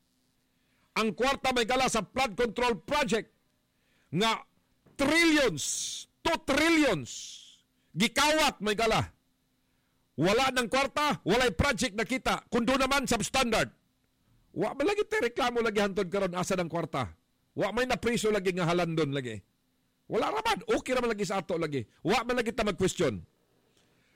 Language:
Cebuano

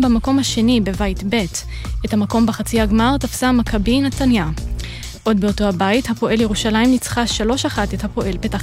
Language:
Hebrew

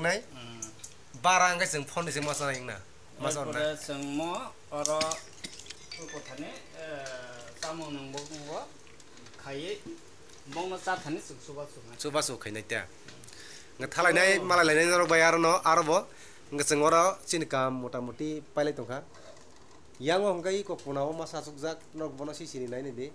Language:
Kok Borok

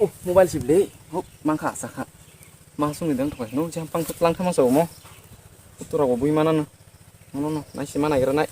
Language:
Kok Borok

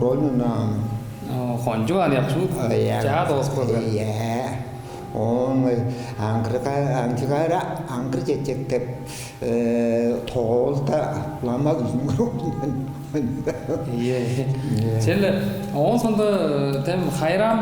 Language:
Tuvinian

